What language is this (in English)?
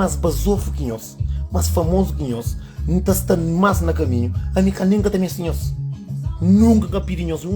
Kabuverdianu